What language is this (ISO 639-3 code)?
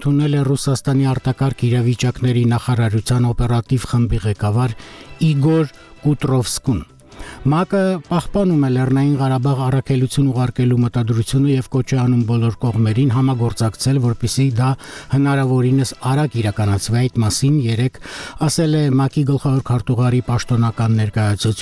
hye